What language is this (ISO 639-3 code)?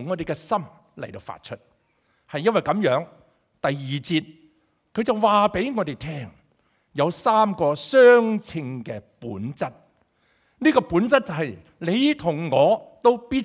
yue